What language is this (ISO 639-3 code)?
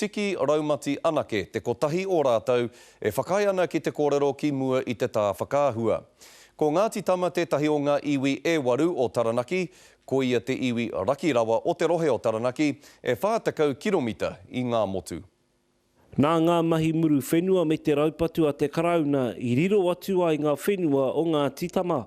mri